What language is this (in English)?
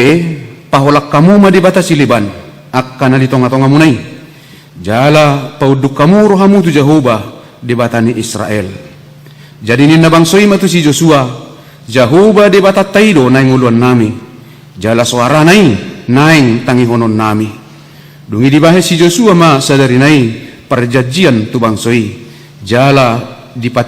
Batak Toba